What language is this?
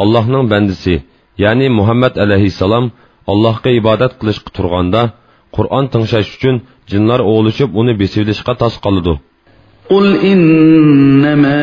Uyghur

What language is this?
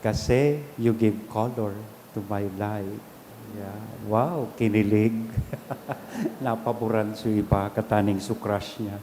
Bikol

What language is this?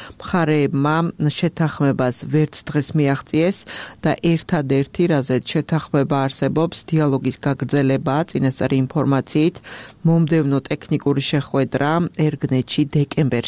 Georgian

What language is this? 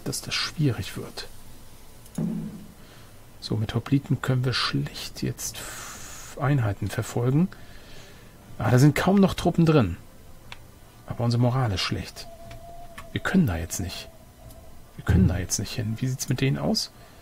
German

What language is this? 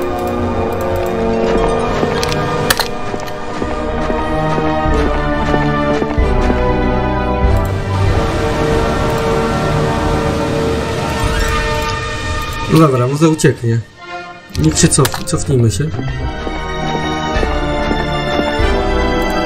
Polish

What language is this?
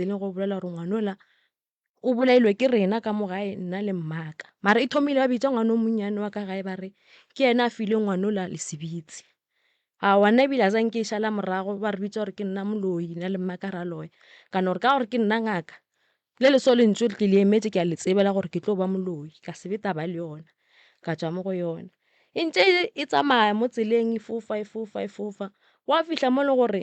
Northern Sotho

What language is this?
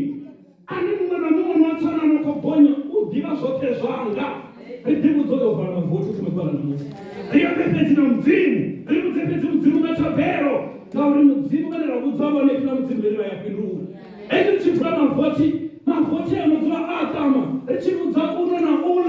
Venda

